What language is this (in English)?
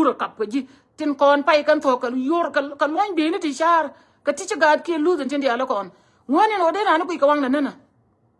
Nuer